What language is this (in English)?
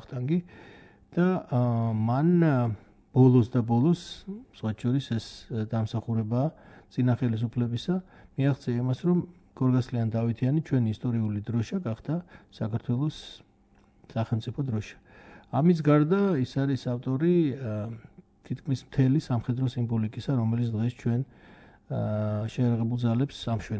Georgian